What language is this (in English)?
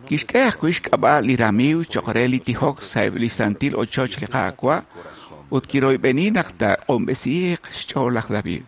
Kekchí